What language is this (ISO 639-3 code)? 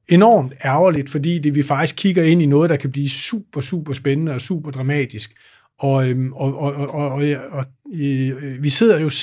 dan